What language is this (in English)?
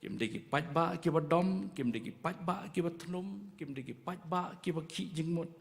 Khasi